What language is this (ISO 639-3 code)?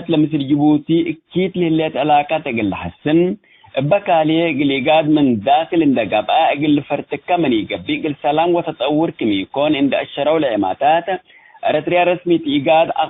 tig